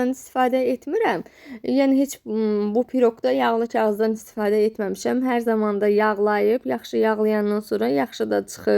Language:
Azerbaijani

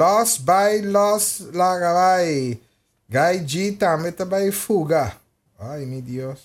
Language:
Papiamento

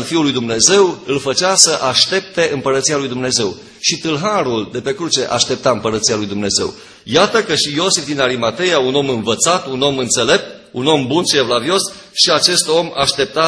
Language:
Romanian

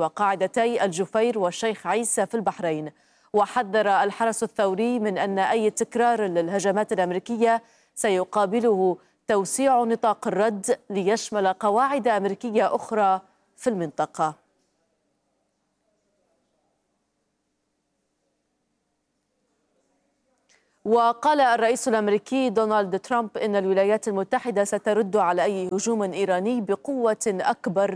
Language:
Arabic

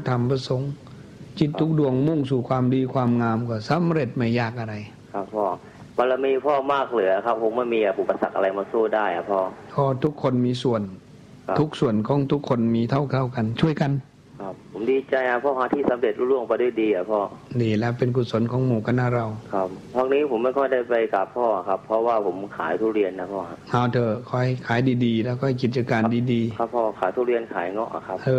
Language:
Thai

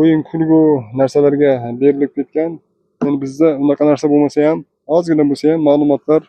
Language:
Uzbek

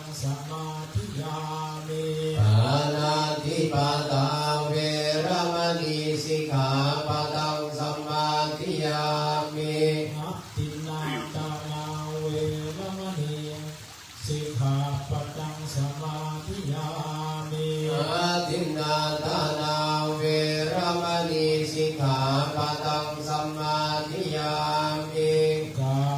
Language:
Pali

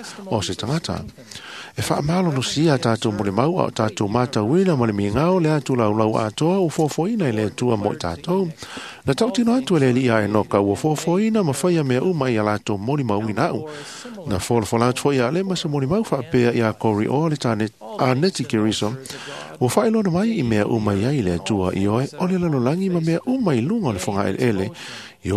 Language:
Samoan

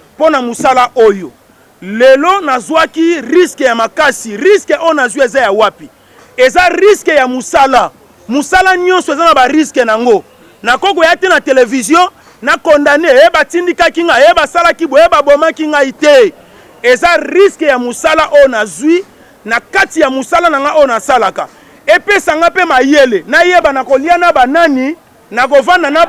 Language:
Lingala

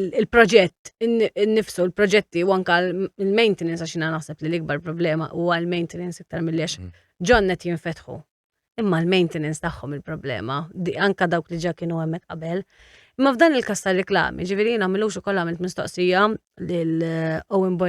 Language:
Maltese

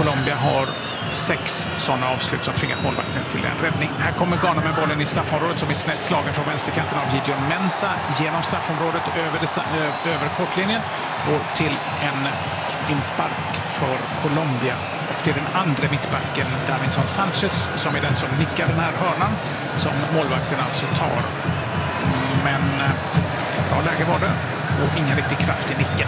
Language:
Swedish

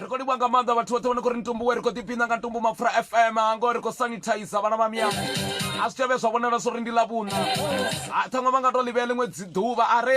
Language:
Venda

